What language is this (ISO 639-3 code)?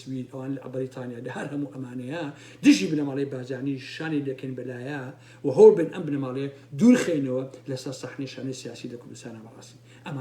ckb